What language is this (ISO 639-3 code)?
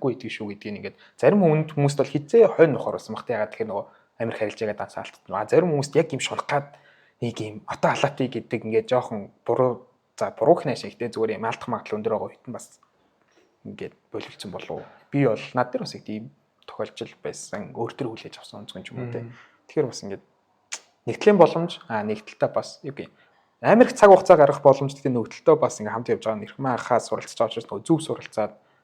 mon